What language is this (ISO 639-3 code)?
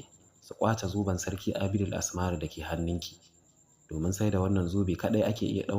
hau